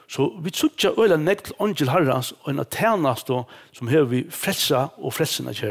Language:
Faroese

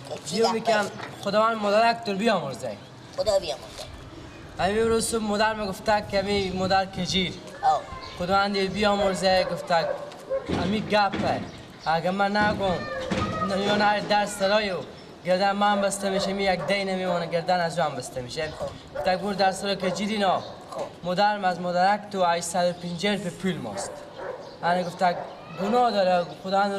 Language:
Persian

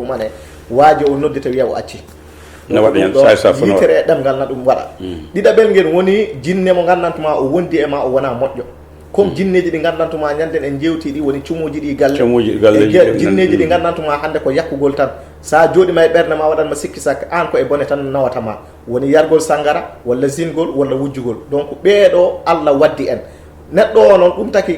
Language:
Fula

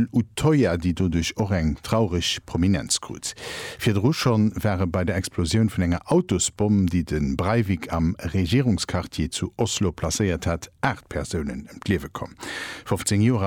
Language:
Luxembourgish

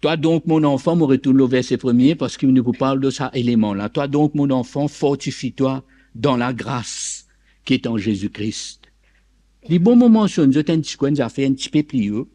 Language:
Morisyen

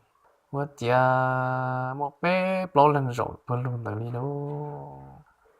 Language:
Hmong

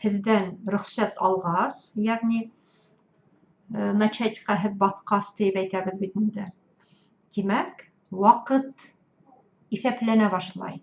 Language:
Bashkir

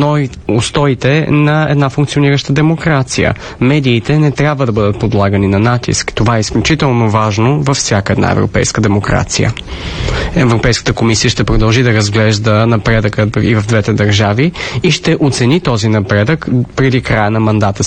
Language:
Bulgarian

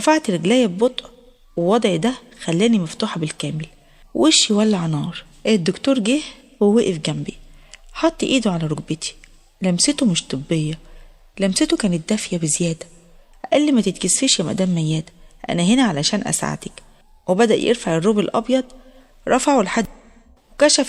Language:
Egyptian Arabic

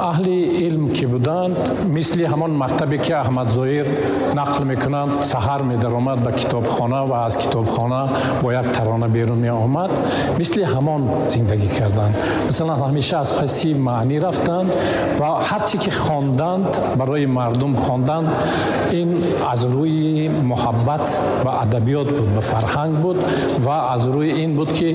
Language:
Tajik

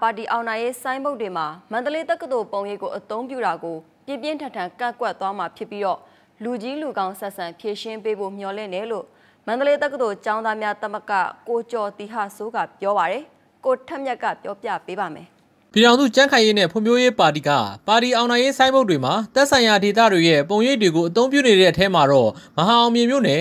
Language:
Burmese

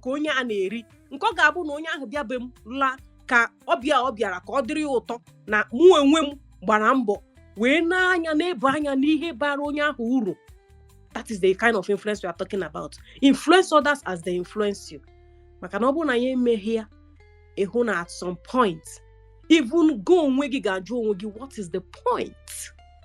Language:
Igbo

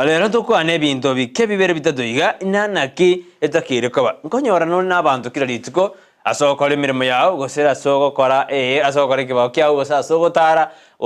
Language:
Gusii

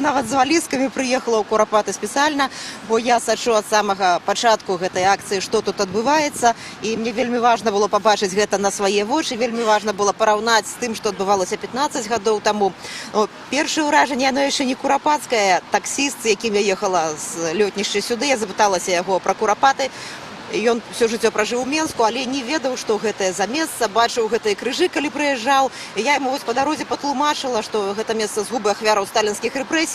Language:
Belarusian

